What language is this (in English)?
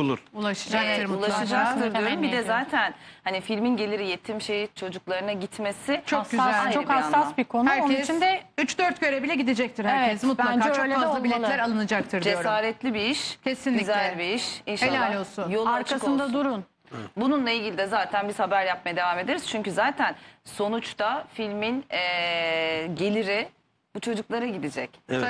Turkish